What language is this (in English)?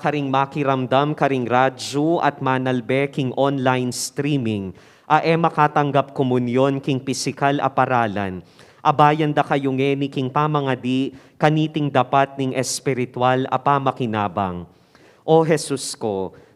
Pampanga